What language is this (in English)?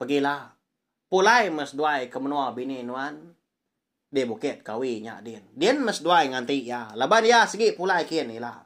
Iban